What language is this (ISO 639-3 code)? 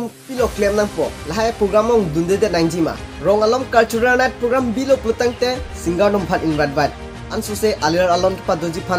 mjw